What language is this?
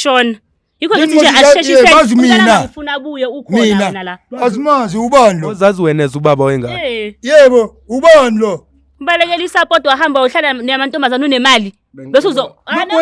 Zulu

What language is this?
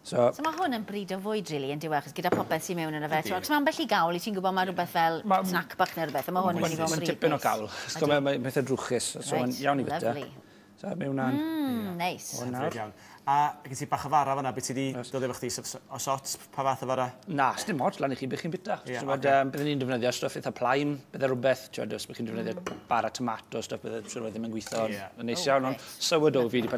Welsh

